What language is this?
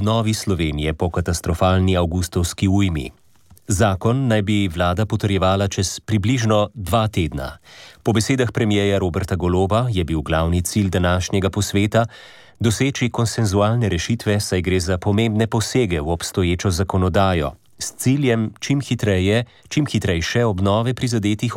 Slovenian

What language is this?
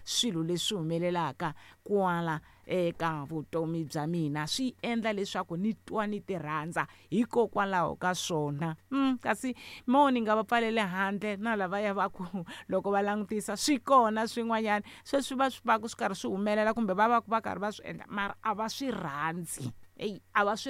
Tsonga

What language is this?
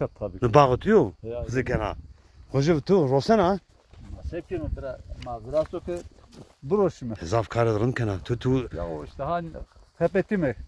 Zaza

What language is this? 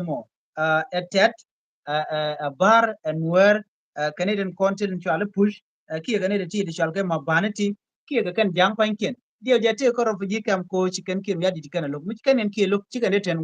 Nuer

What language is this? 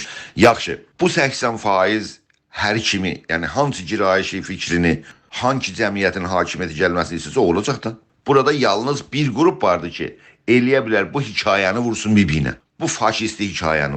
South Azerbaijani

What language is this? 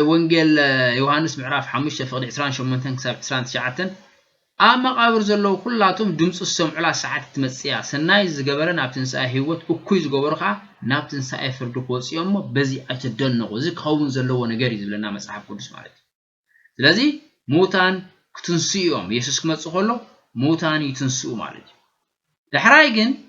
Tigrinya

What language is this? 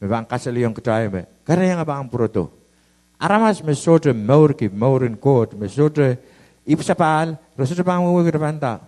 Pohnpeian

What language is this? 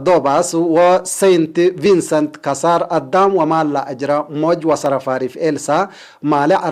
Tigre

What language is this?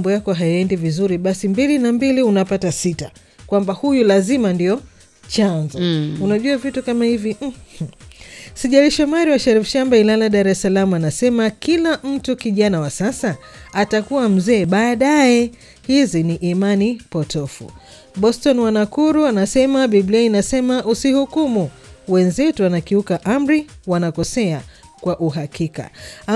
Swahili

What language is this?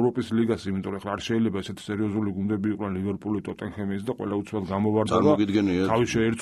Georgian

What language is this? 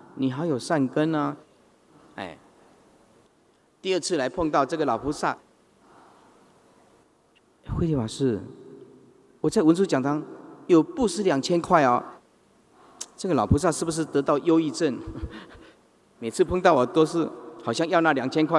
Chinese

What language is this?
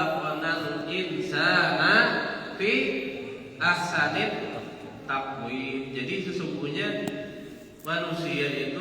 Banjar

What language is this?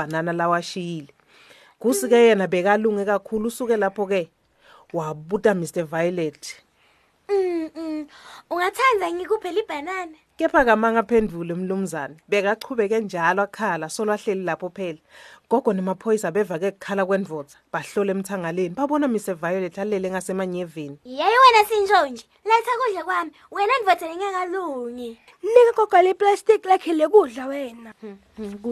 Swati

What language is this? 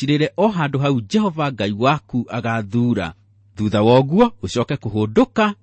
Kikuyu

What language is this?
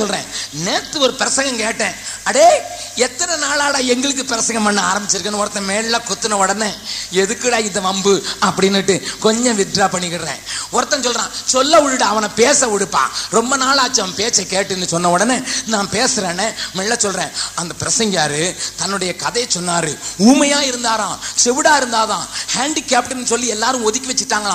Tamil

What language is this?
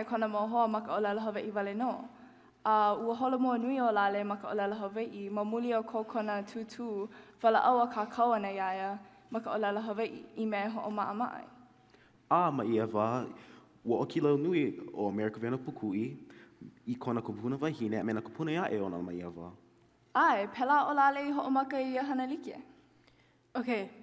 Hawaiian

